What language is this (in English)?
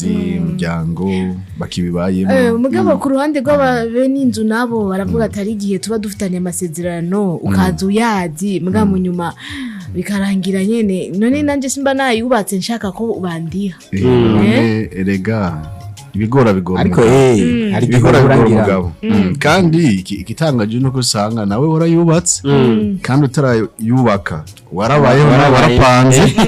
Rundi